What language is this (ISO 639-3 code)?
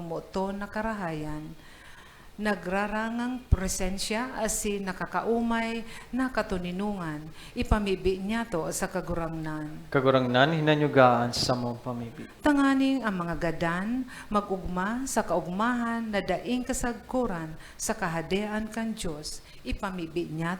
bik